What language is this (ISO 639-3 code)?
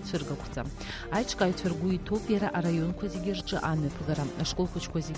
abk